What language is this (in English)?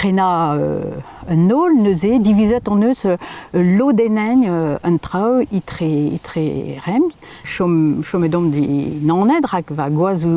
Breton